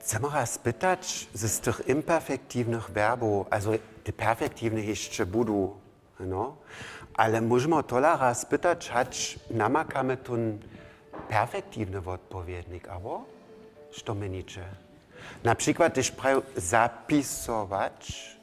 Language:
Upper Sorbian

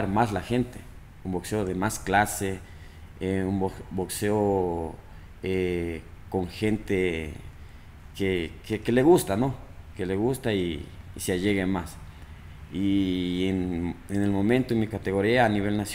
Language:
Spanish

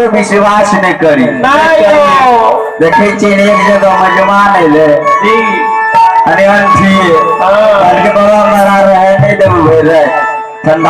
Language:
Maithili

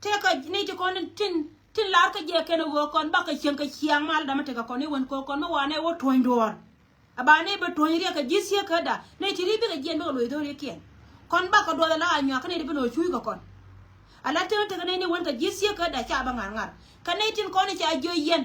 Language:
Nuer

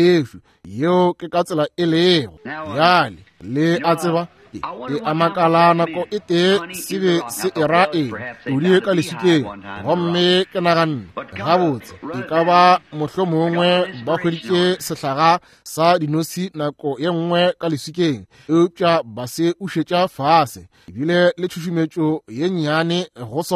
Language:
Northern Sotho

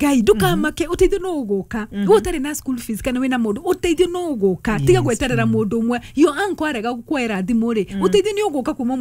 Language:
Kikuyu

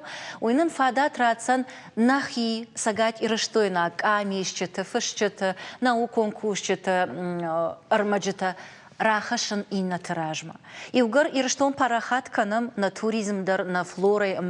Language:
Ossetic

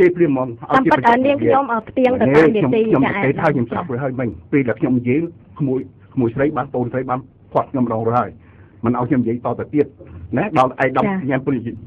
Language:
Khmer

